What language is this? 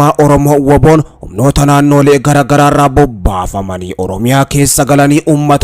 Oromo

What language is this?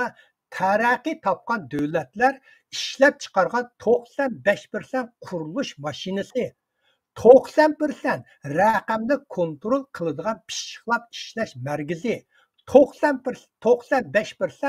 Uyghur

